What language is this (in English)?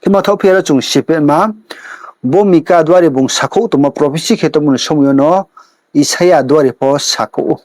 Riang (India)